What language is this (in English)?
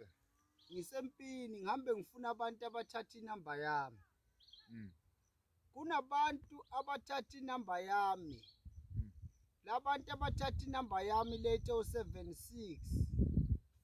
Zulu